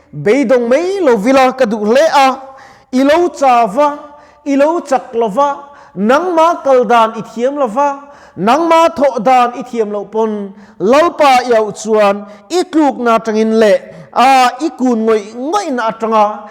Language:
Mizo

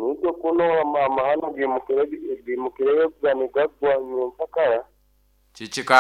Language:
Nyoro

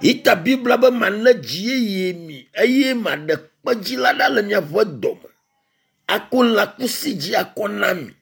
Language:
Ewe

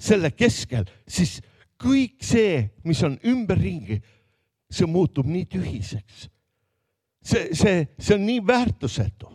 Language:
Estonian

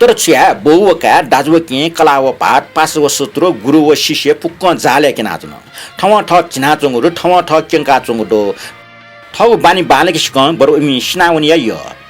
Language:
Newari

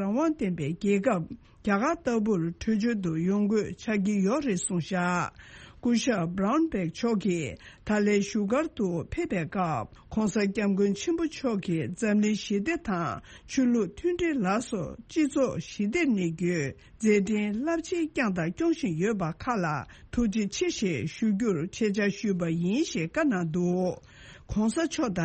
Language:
Tibetan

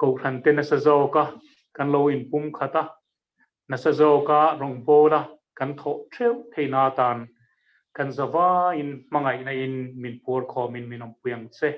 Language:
Mizo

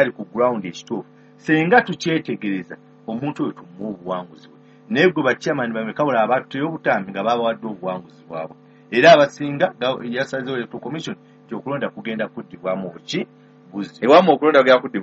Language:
Ganda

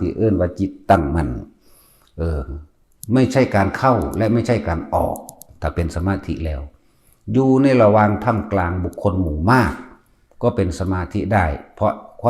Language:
Northeastern Thai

